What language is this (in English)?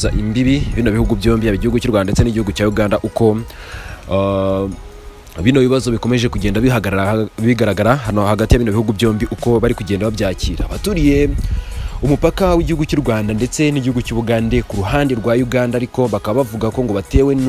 Kinyarwanda